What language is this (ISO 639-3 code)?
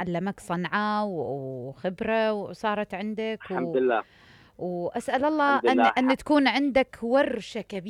acm